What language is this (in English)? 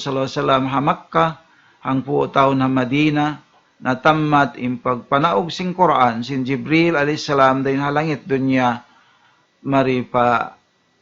Tausug